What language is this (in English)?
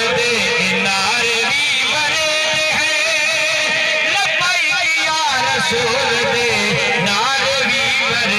Saraiki